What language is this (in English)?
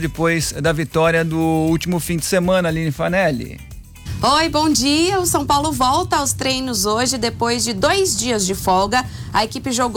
Portuguese